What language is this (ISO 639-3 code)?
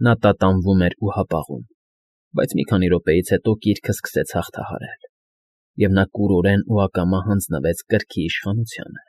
hye